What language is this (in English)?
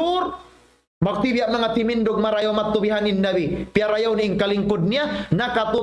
Tausug